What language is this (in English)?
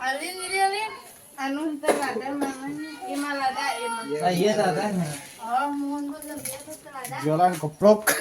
Sundanese